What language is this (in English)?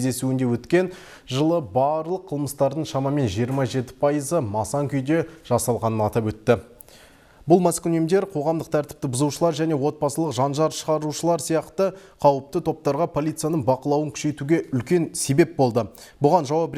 Kazakh